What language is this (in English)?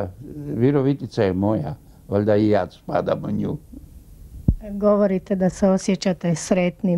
Croatian